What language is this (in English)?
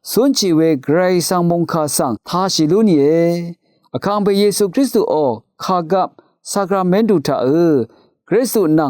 Rawang